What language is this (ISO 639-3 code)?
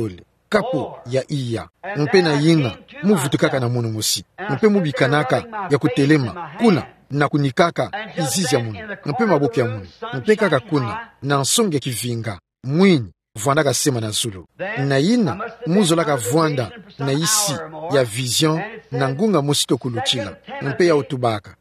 ktu